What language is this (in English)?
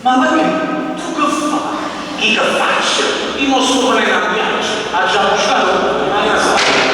Neapolitan